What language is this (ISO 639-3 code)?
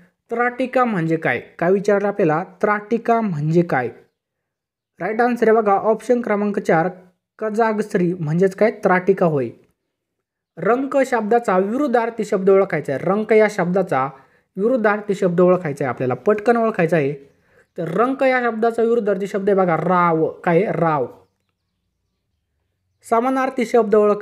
mar